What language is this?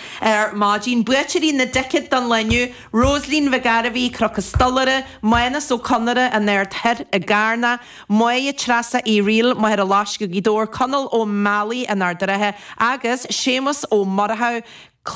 Irish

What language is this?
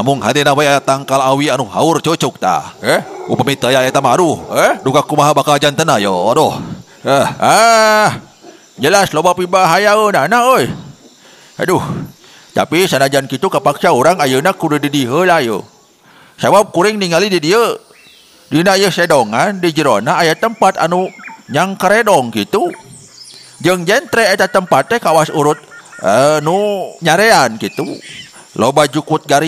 Sundanese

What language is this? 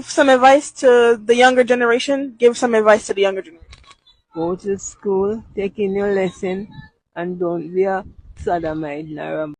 Jamaican Creole English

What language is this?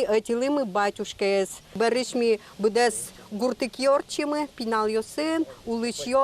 Udmurt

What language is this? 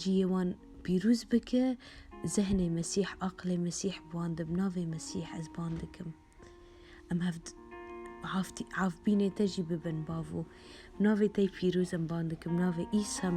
Kurdish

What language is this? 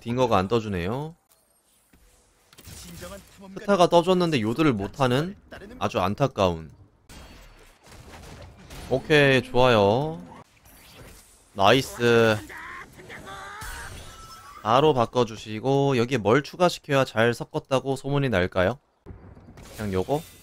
Korean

